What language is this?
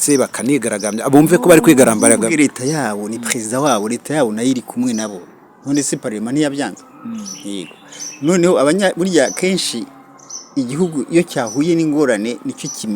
Kinyarwanda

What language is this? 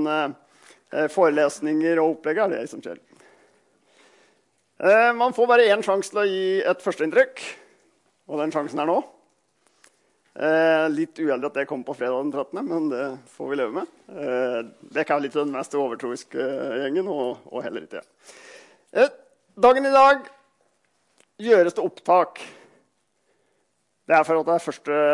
Norwegian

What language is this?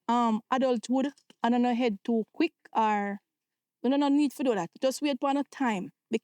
Jamaican Creole English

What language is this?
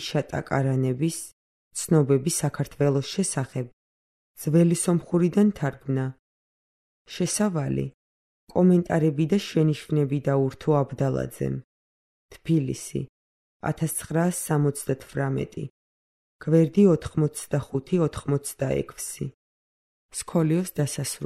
Georgian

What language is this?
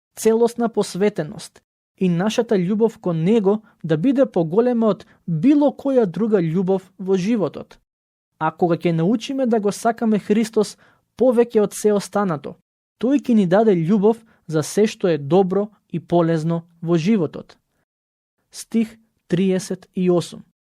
Macedonian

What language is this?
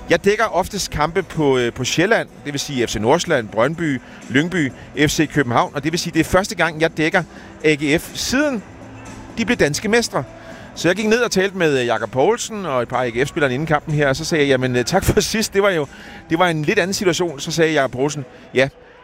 Danish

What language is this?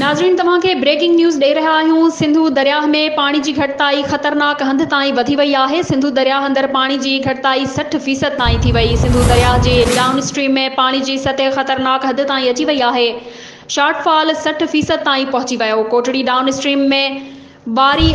Sindhi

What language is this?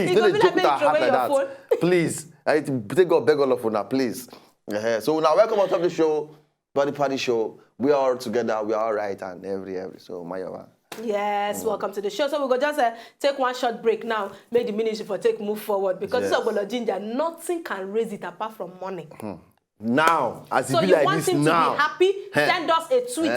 Nigerian Pidgin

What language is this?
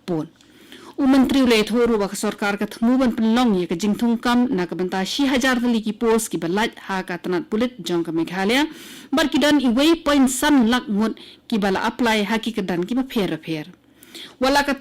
Khasi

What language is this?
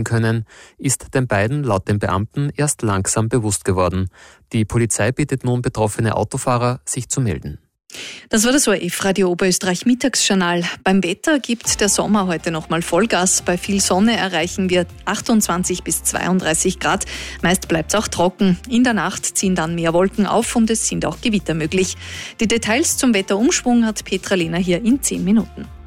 German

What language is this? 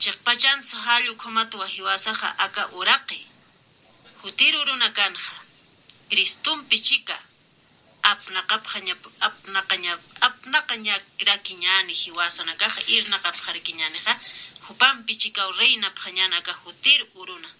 Aymara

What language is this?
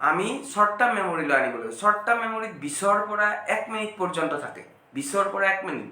Assamese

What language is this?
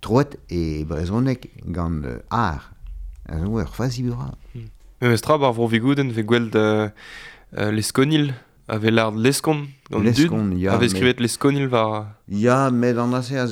Breton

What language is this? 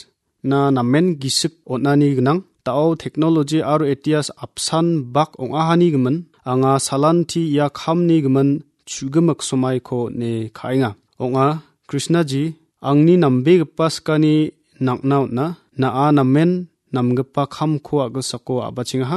Garo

